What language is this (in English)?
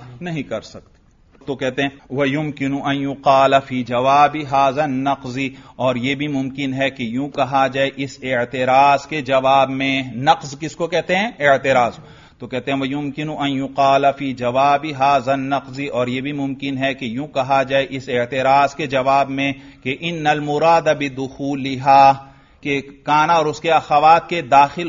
Urdu